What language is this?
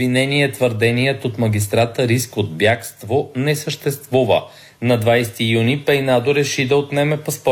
Bulgarian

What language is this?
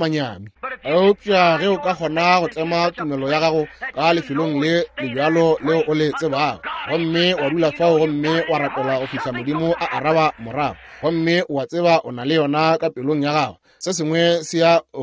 Northern Sotho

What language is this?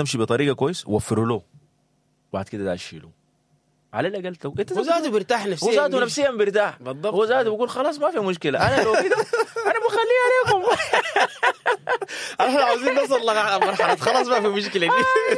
Sudanese Arabic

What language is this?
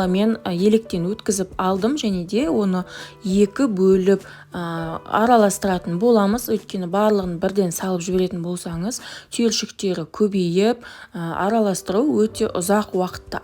Kazakh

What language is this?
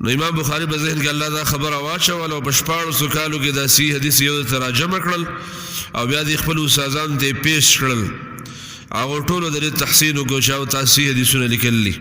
Pashto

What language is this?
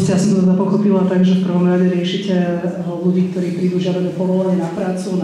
Slovak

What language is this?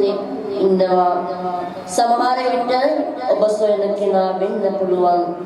Sinhala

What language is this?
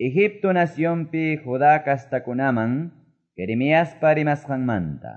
Quechua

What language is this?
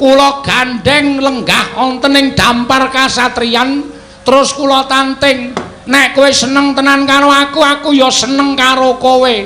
Javanese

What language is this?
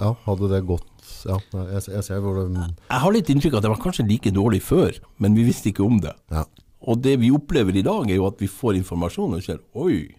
Norwegian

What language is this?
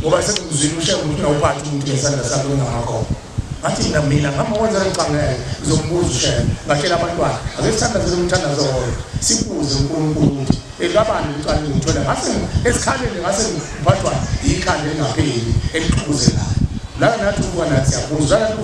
Zulu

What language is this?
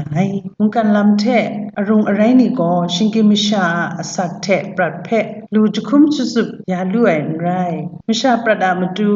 Kachin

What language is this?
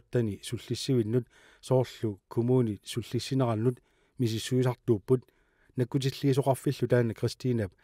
Kalaallisut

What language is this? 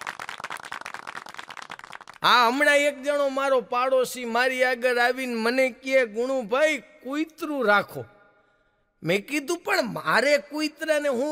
Gujarati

